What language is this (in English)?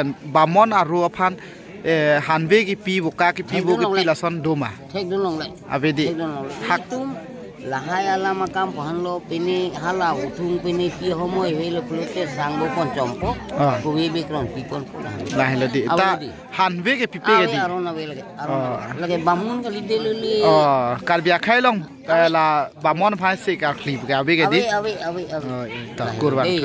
Karbi